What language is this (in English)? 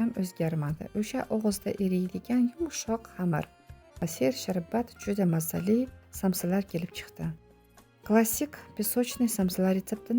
Uzbek